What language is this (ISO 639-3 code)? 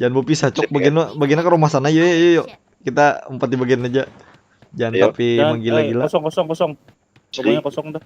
bjn